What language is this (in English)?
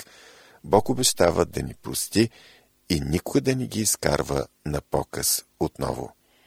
Bulgarian